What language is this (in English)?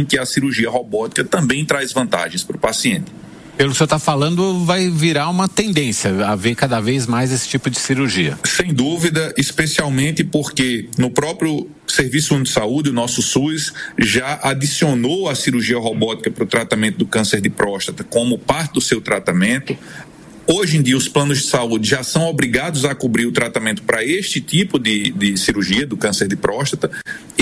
Portuguese